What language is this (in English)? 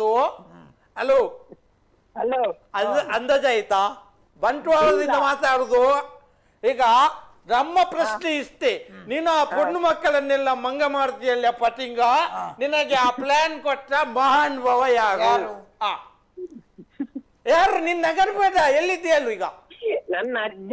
Kannada